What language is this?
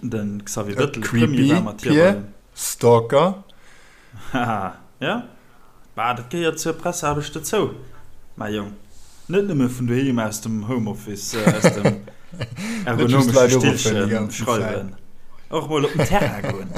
Luxembourgish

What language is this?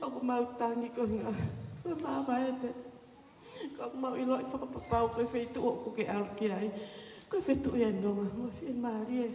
Tongan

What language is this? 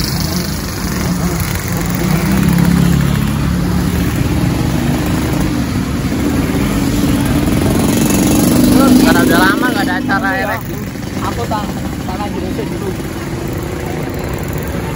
Indonesian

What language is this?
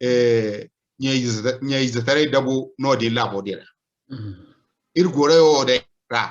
Zarma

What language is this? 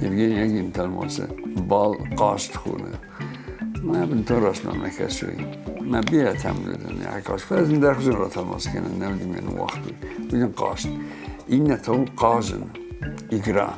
Ossetic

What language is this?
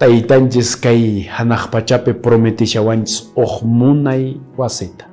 Quechua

